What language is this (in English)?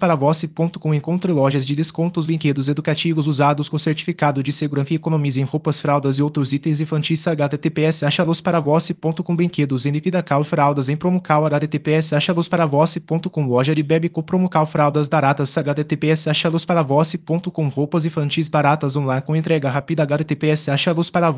Portuguese